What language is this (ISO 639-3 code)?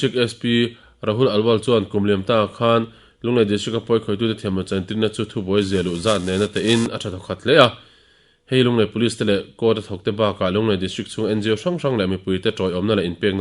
lus